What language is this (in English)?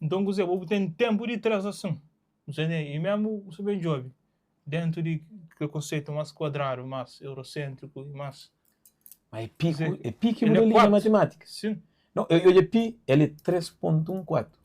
Kabuverdianu